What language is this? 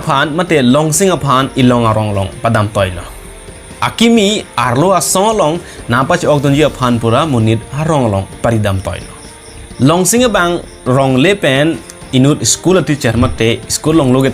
Karbi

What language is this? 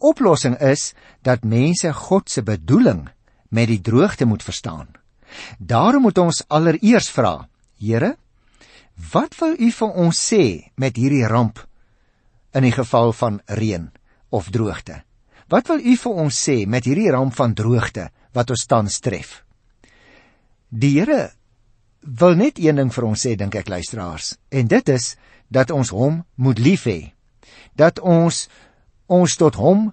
Afrikaans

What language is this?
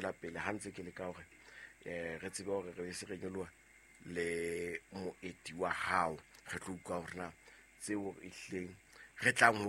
Southern Sotho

